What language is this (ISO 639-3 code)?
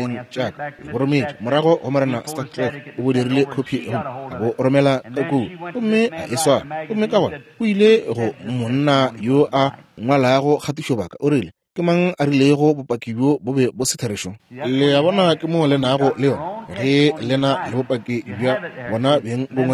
nso